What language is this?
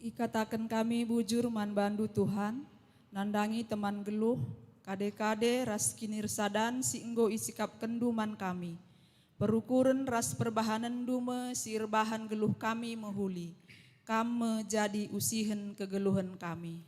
Batak Karo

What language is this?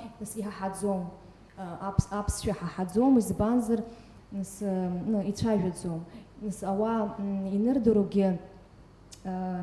Abkhazian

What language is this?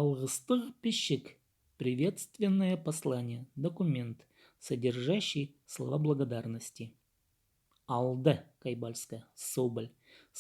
Khakas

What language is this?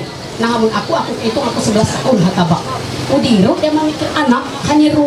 Ma'anyan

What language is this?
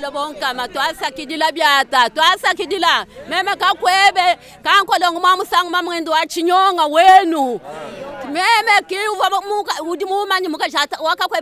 Luba-Lulua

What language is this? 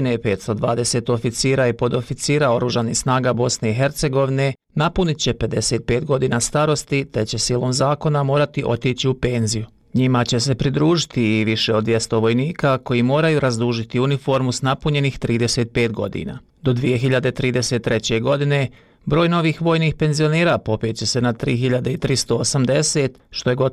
Bosnian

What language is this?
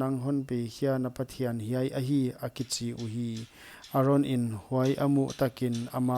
Paite Chin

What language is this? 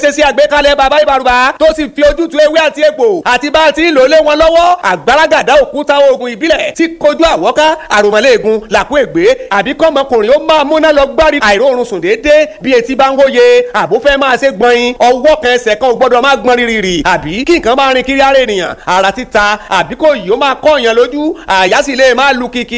Yoruba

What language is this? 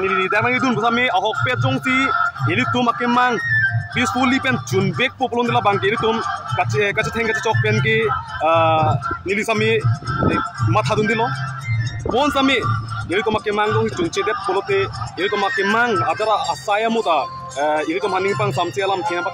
Karbi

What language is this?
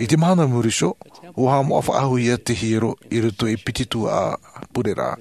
Tahitian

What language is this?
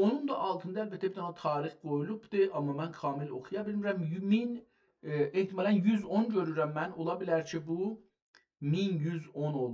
South Azerbaijani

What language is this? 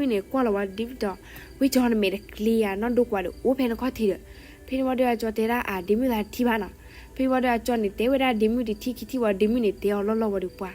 S'gaw Karen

